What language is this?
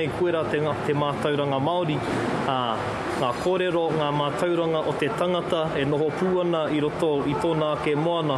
Māori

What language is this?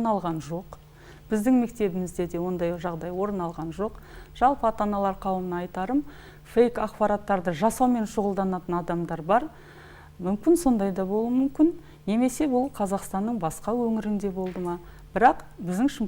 Kazakh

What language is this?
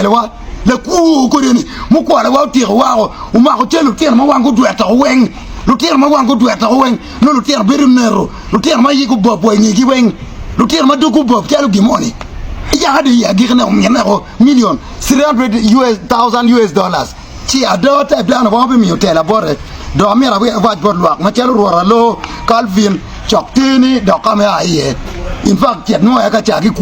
Acoli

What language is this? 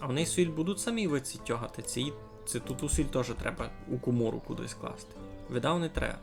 Rusyn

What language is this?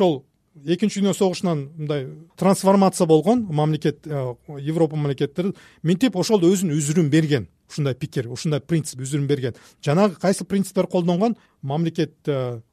Kyrgyz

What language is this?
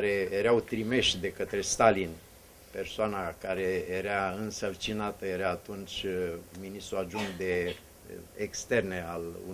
Romanian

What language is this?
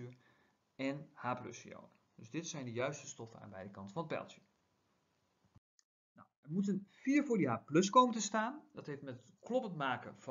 Dutch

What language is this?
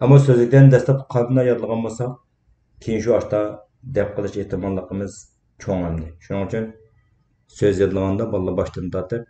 Uyghur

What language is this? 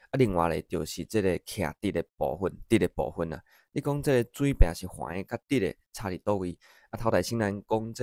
Min Nan Chinese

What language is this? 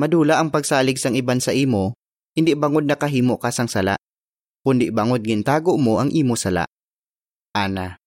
Hiligaynon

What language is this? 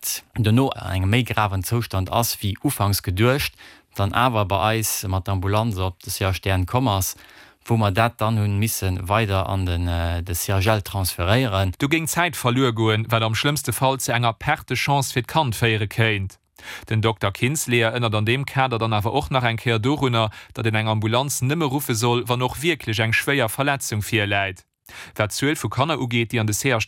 Luxembourgish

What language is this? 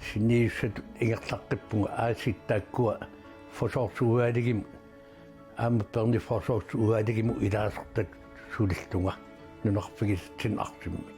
Kalaallisut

